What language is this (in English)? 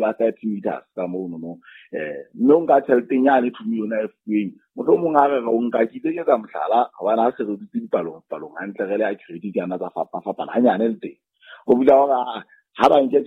Southern Sotho